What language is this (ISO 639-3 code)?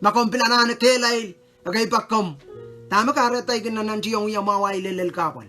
pon